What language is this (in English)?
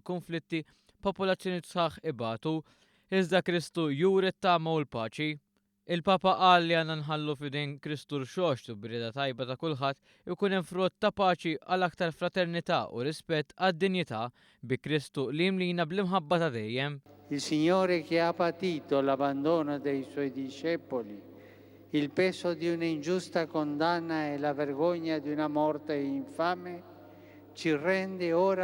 Maltese